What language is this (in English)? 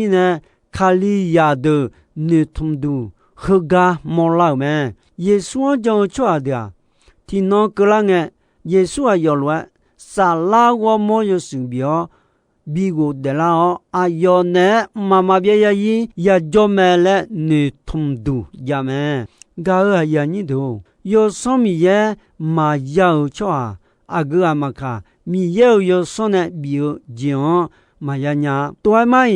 Akha